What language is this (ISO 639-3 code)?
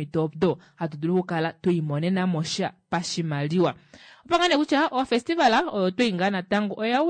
kua